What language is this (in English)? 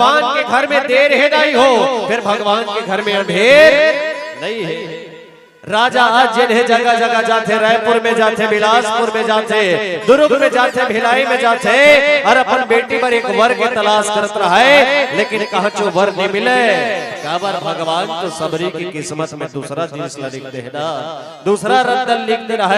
Chhattisgarhi